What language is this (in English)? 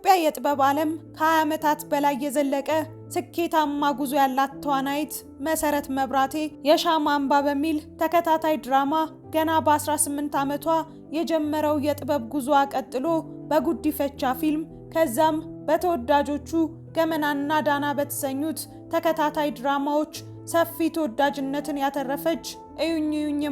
Amharic